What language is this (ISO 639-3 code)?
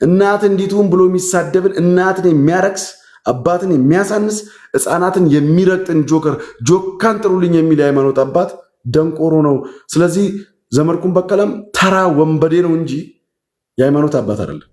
amh